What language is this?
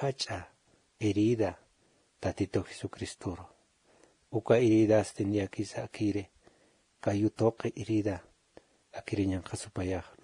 Aymara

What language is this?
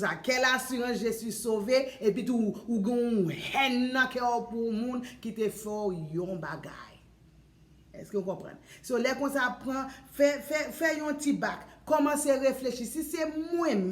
Haitian Creole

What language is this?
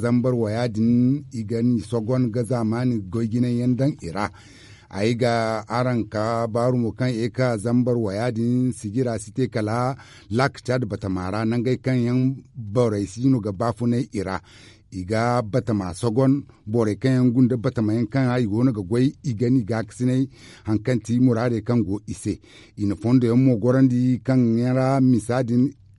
Zarma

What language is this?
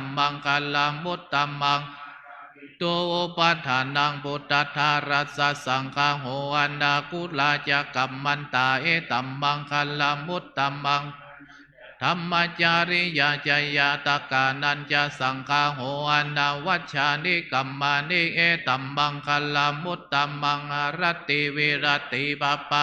Pali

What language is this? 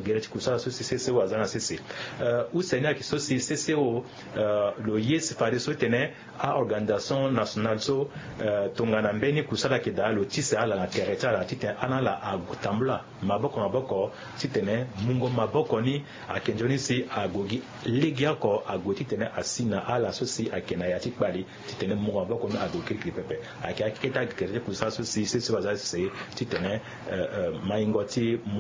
Sango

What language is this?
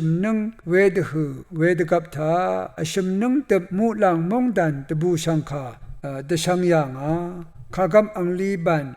Rawang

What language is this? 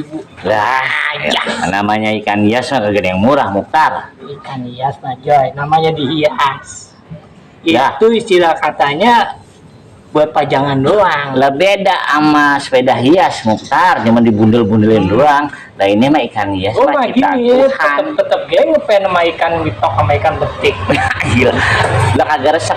Betawi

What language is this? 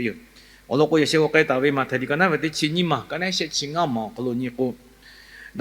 Lahu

